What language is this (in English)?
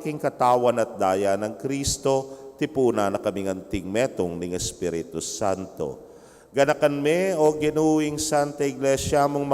Pampanga